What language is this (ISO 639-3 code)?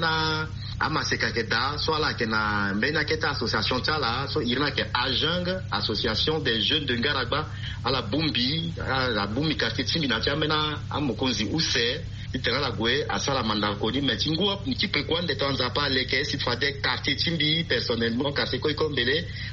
sag